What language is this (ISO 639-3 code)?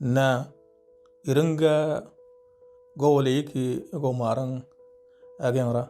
mor